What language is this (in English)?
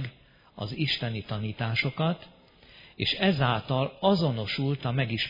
Hungarian